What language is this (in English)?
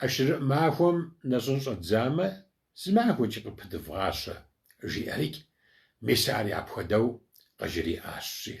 Kabardian